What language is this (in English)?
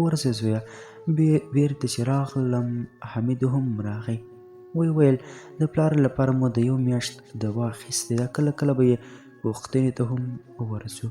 Pashto